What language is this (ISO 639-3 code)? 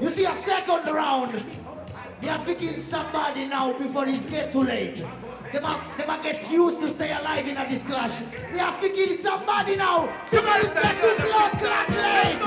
jam